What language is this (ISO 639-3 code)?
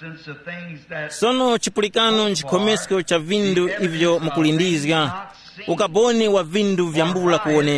tum